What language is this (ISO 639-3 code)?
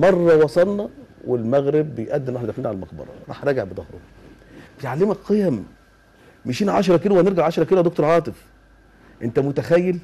arz